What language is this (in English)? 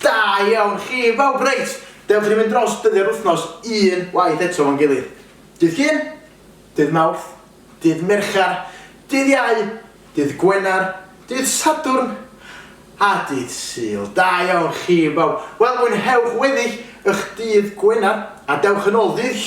Welsh